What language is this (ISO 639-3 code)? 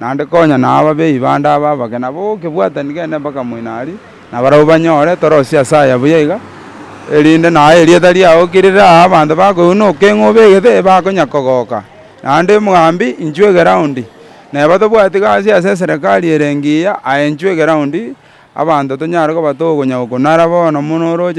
guz